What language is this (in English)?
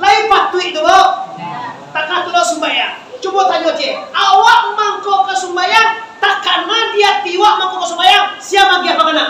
Minangkabau